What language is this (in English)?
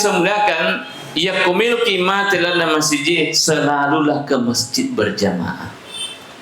Buginese